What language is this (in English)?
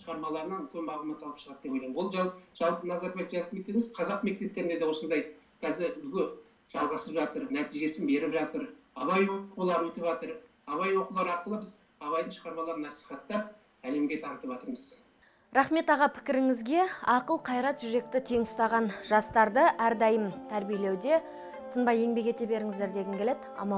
Kazakh